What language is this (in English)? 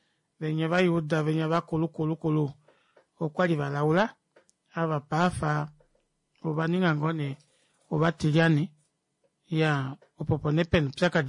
Kuanyama